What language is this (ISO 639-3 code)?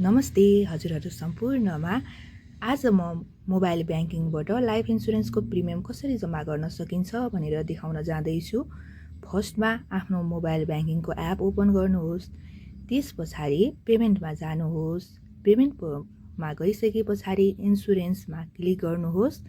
nep